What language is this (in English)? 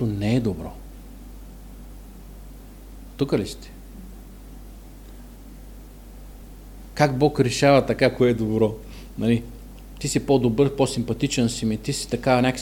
Bulgarian